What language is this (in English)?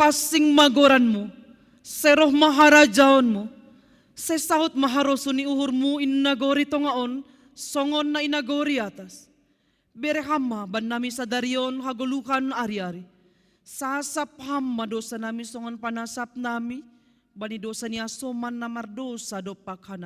Batak Simalungun